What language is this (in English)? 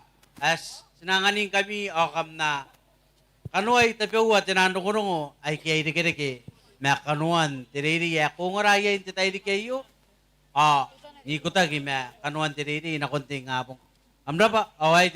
Gilbertese